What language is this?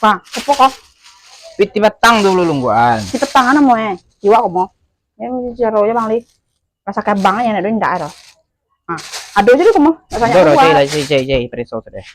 Minangkabau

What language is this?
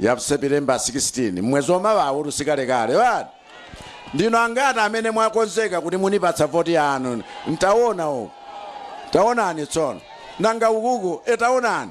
Nyanja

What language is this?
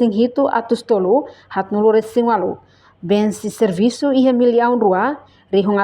Tetum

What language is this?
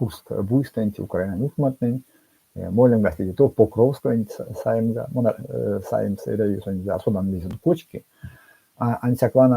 Erzya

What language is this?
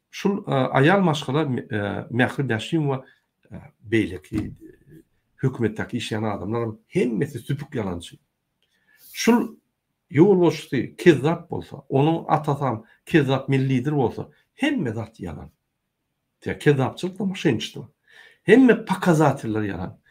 Turkmen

